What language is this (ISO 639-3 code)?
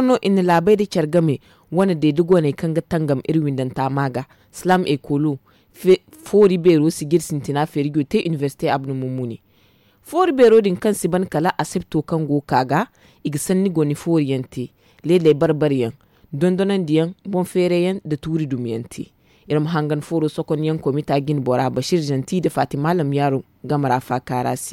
dje